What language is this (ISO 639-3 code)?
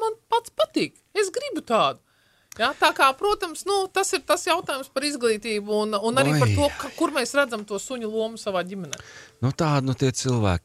lav